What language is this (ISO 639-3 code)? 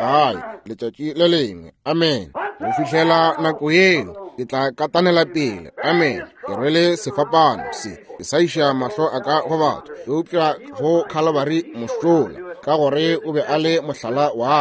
nso